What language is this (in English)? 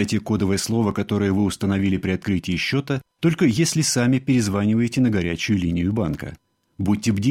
Russian